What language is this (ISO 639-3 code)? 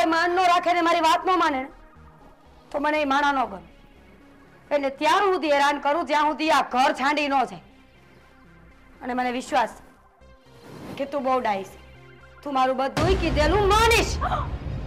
guj